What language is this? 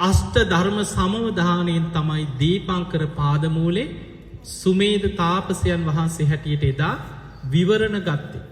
Sinhala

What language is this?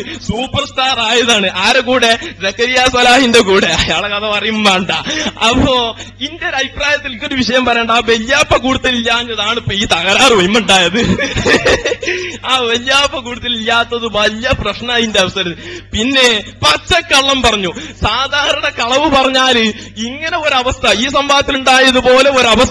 Malayalam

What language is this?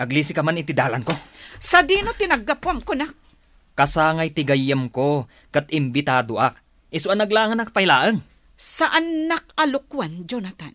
Iloko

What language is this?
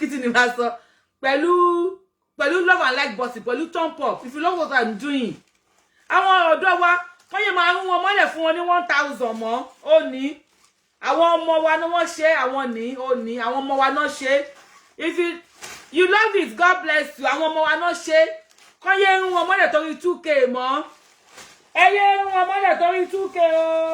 Yoruba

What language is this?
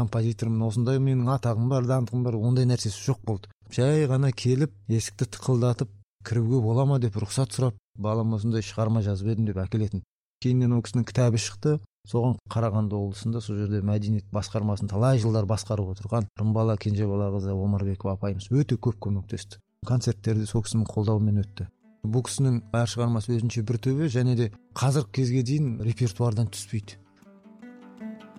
Kazakh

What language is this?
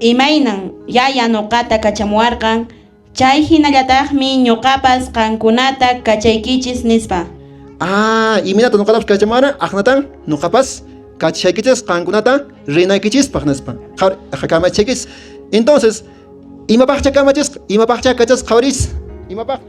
Quechua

